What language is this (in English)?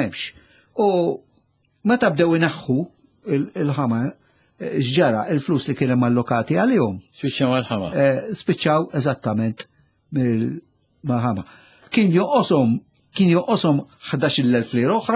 Maltese